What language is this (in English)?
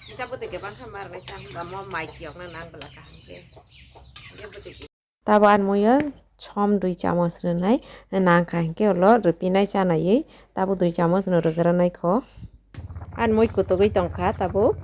Kok Borok